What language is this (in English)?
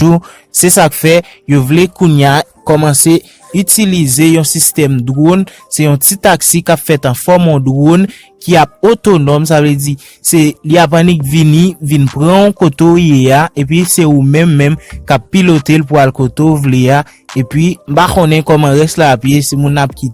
Haitian Creole